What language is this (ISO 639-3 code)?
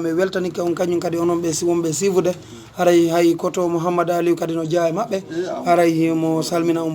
ful